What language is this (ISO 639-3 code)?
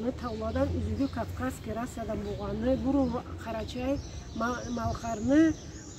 krc